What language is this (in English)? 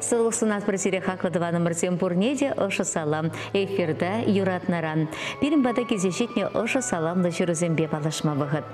Chuvash